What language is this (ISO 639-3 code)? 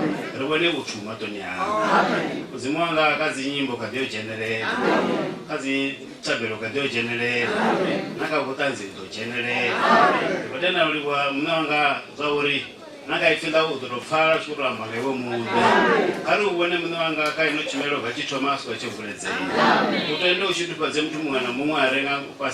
ven